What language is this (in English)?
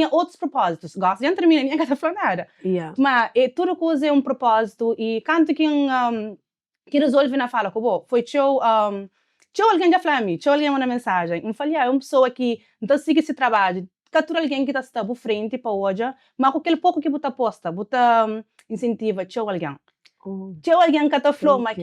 Kabuverdianu